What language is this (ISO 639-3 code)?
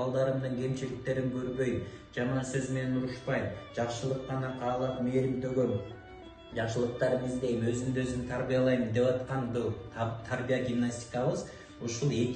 kir